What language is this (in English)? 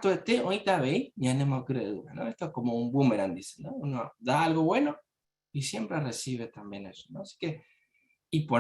Guarani